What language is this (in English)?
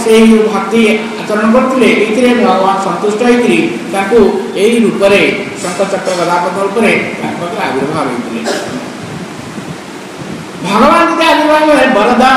Odia